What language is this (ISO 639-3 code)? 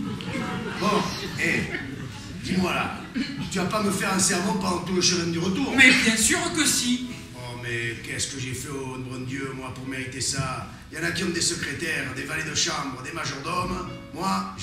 fra